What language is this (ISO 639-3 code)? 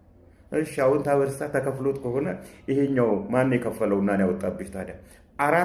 amh